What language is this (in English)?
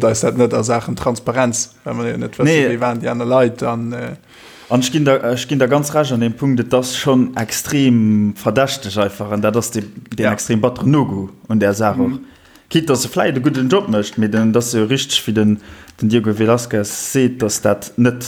Luxembourgish